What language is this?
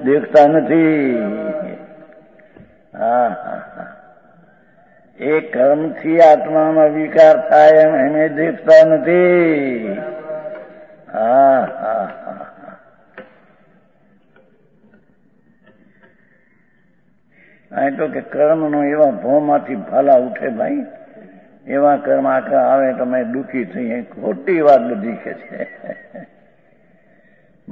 Gujarati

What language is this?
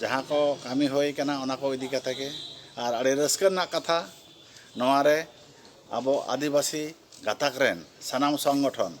Santali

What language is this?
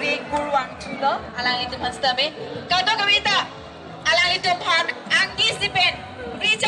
Karbi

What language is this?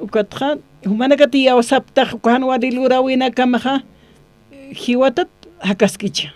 Aymara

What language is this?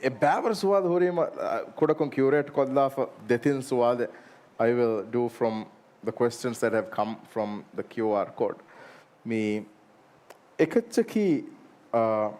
Divehi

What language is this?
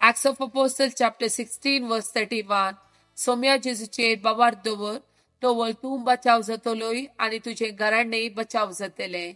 Konkani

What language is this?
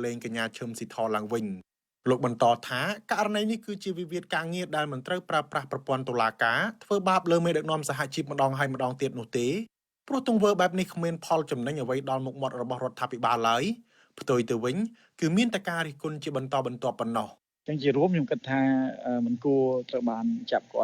Khmer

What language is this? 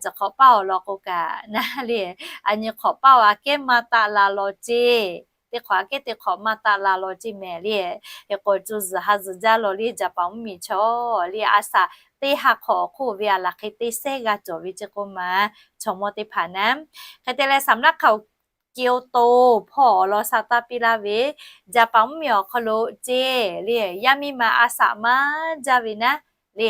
Lahu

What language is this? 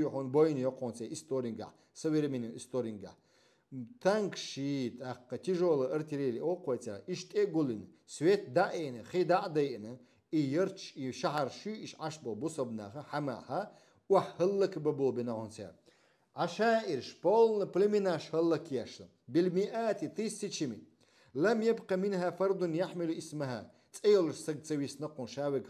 Chechen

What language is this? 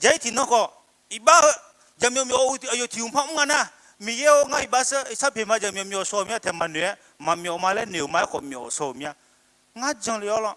Akha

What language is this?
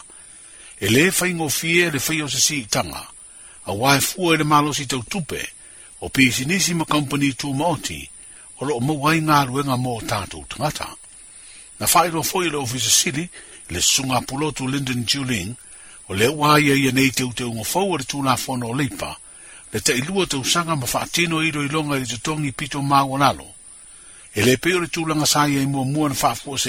Samoan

